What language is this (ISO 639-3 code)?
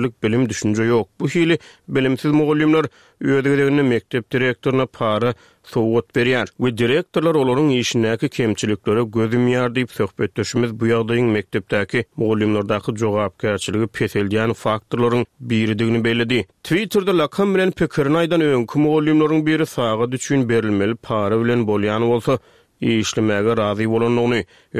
tuk